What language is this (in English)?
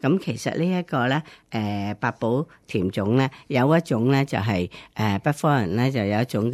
Cantonese